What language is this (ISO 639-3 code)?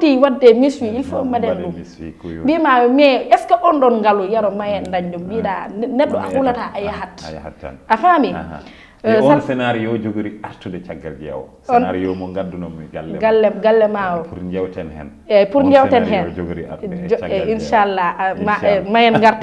ful